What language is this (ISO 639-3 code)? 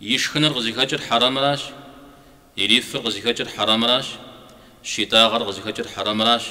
kbd